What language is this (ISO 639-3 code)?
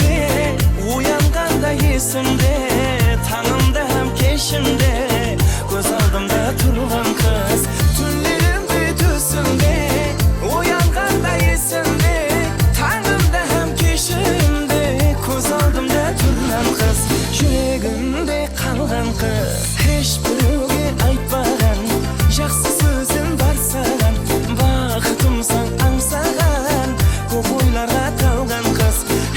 kaa